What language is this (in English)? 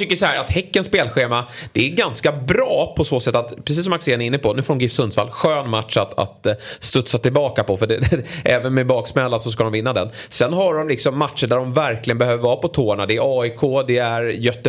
Swedish